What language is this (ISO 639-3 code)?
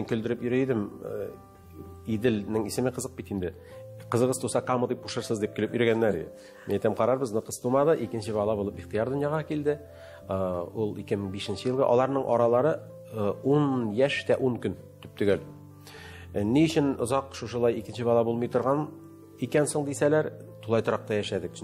tat